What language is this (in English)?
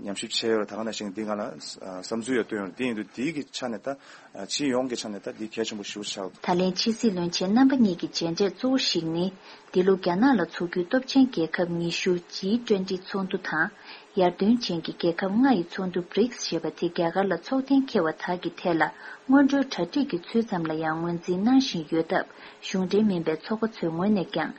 Tibetan